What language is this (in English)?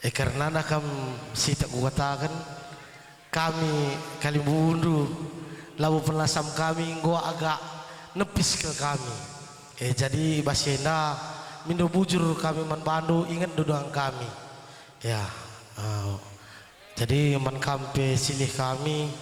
Batak Karo